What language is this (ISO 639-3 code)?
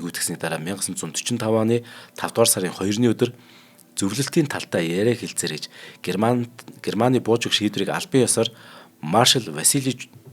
mon